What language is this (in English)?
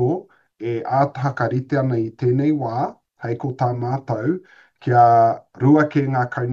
Māori